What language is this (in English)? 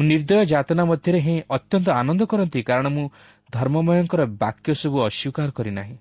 Odia